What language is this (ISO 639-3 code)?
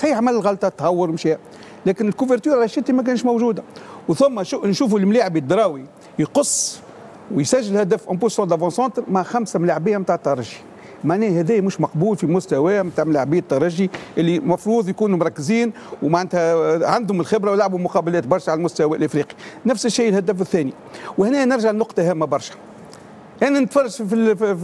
aeb